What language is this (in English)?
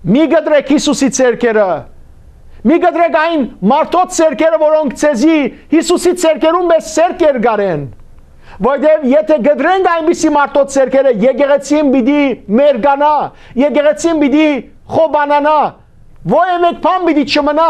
Western Armenian